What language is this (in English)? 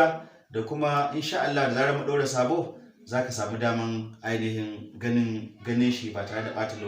Hausa